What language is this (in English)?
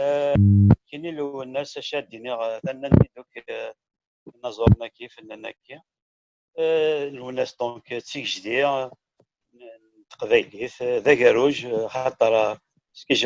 Kabyle